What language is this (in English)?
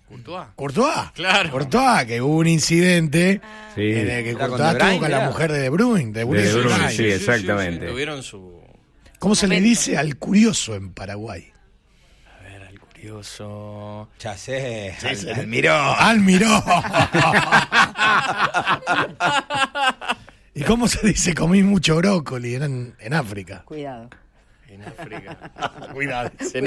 Spanish